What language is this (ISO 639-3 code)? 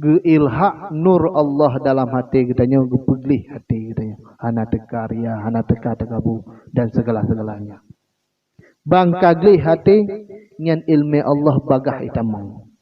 ace